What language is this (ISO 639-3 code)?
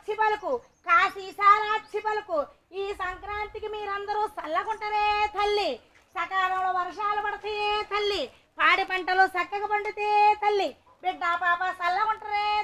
tel